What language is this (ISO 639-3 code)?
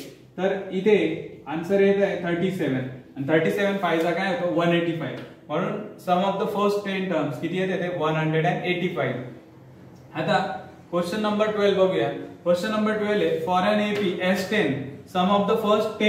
mar